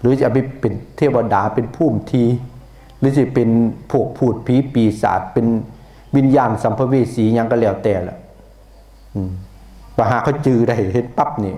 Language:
Northeastern Thai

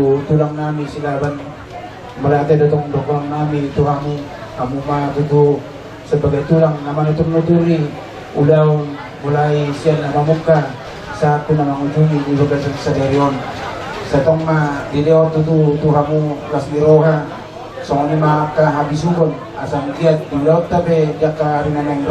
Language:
Batak Toba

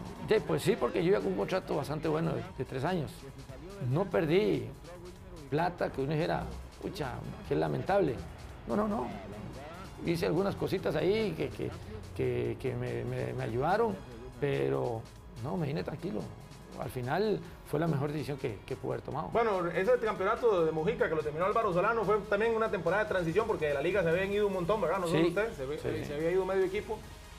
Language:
Spanish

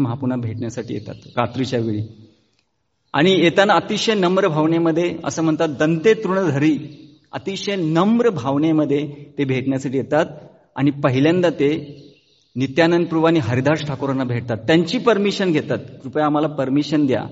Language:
Marathi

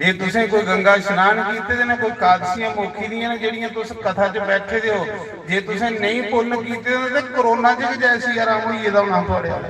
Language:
Dogri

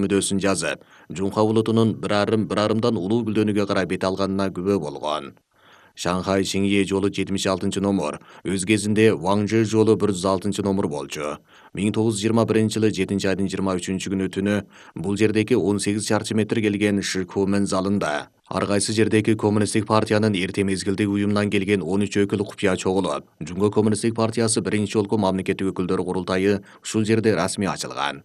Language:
Kyrgyz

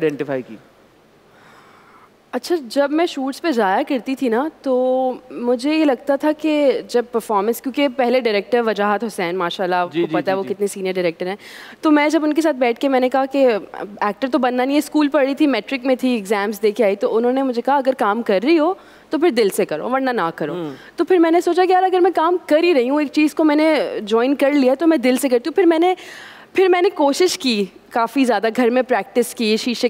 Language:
Hindi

